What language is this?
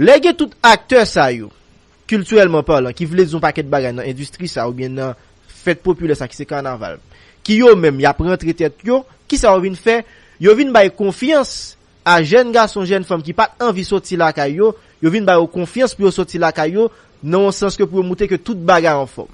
Haitian Creole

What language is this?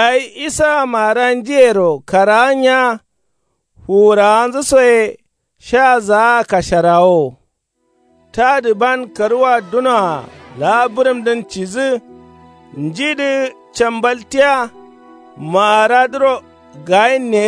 Kanuri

